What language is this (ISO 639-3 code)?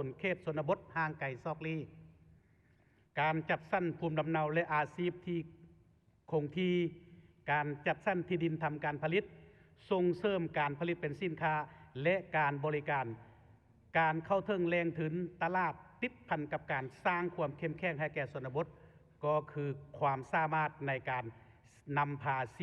lao